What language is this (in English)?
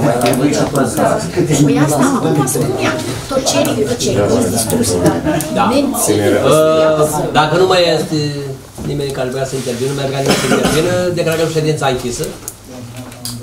Romanian